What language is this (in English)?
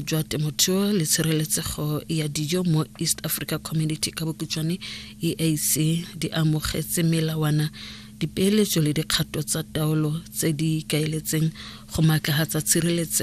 Tswana